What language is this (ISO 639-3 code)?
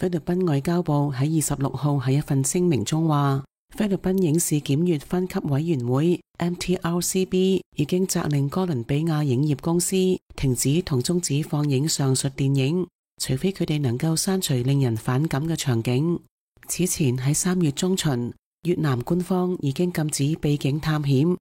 yue